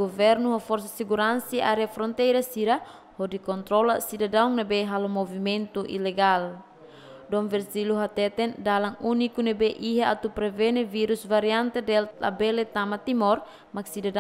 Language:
Tetum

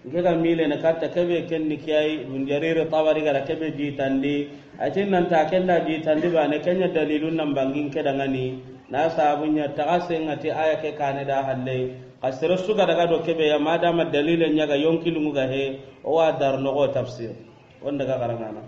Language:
Soninke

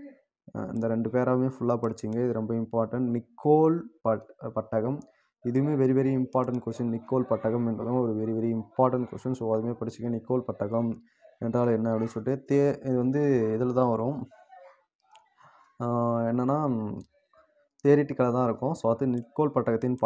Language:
Tamil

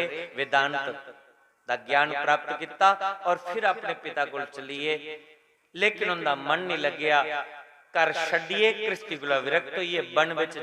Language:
Dogri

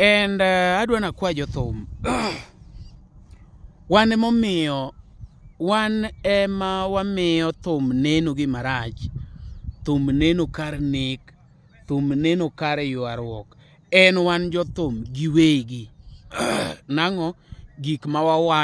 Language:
Luo (Kenya and Tanzania)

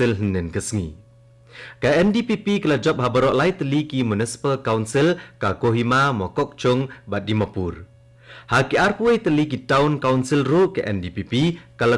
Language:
Khasi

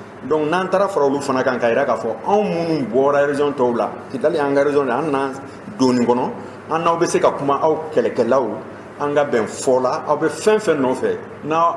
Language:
Bambara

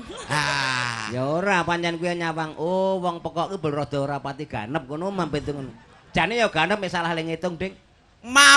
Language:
Javanese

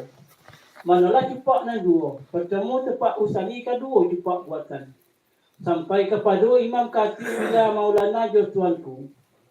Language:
Minangkabau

